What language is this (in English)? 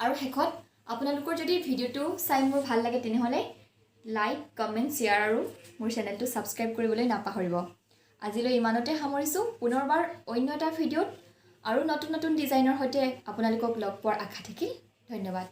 Assamese